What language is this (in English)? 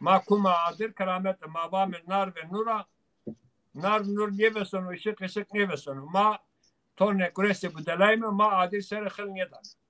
Zaza